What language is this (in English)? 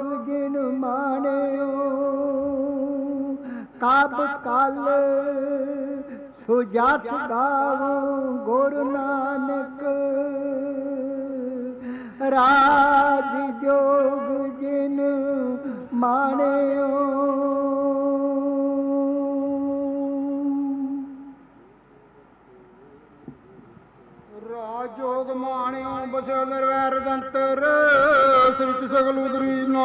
Punjabi